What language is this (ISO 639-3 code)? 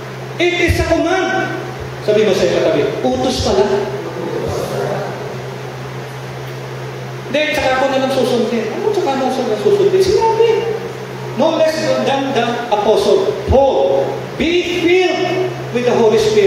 fil